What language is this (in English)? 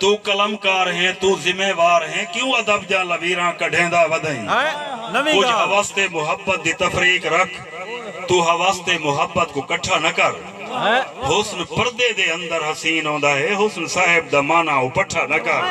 Saraiki